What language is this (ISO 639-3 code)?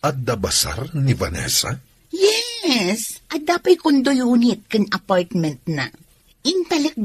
ilo